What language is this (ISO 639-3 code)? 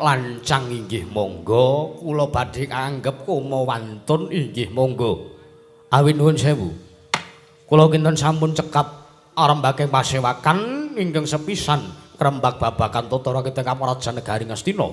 jav